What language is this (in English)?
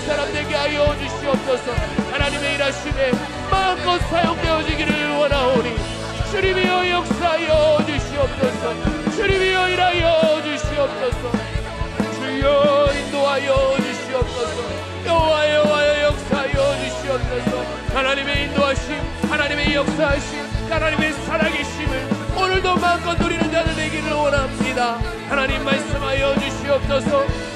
Korean